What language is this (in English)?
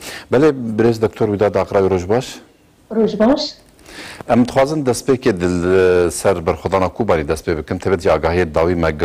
Kurdish